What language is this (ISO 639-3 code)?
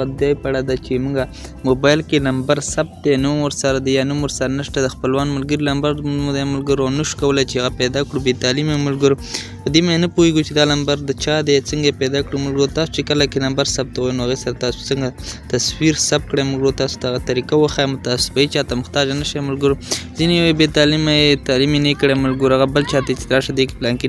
pus